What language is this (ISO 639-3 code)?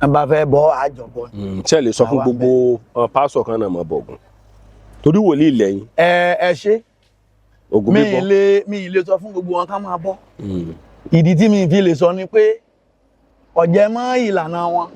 yor